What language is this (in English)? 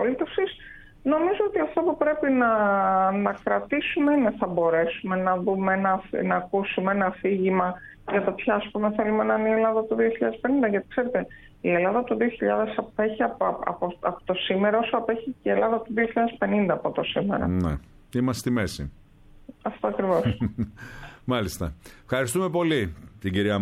Greek